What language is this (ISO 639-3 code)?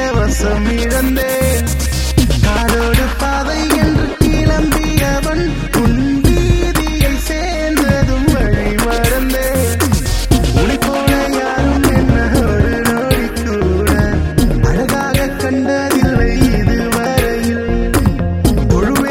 tam